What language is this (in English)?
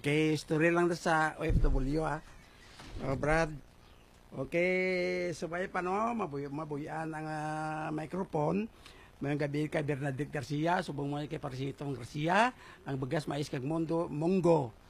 Hiligaynon